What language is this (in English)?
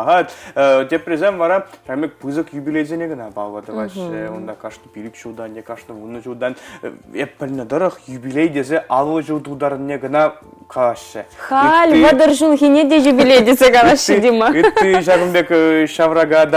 Chuvash